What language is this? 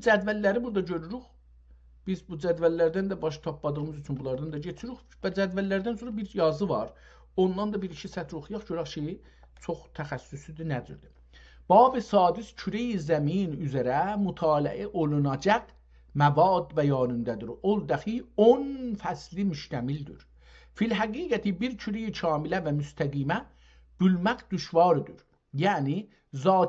South Azerbaijani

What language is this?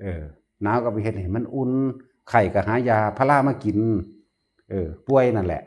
Northeastern Thai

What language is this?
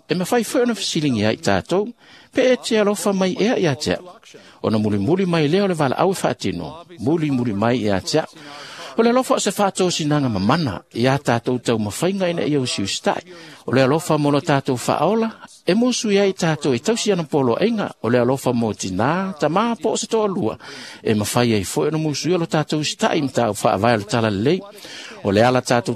Samoan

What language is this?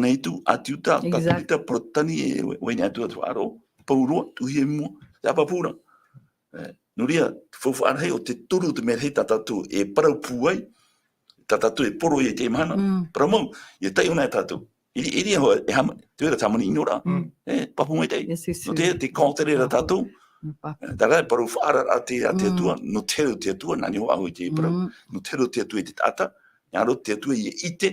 Tahitian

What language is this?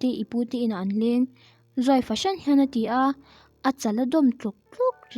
Mizo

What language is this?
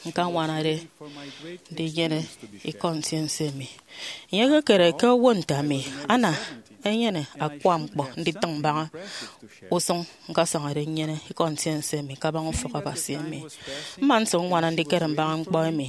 Efik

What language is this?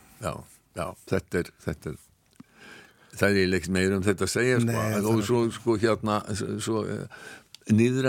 Icelandic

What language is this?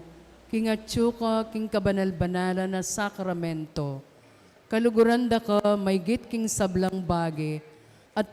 Pampanga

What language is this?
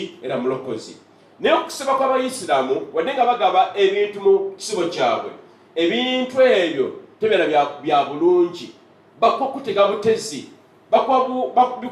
Ganda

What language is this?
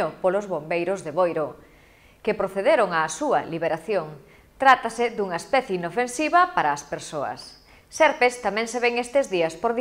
Galician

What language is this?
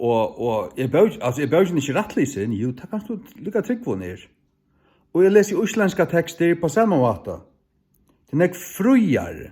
Faroese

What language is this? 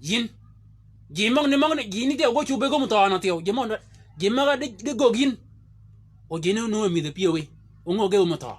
Shilluk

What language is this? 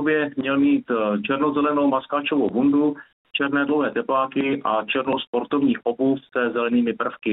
Czech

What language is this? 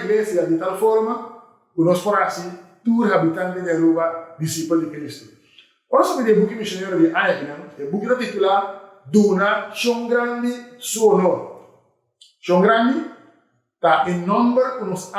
Papiamento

